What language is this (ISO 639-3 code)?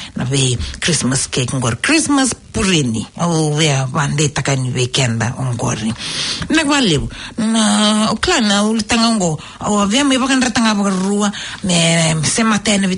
fij